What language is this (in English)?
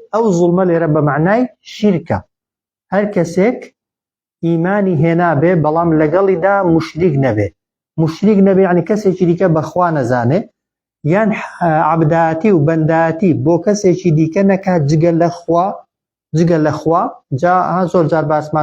Central Kurdish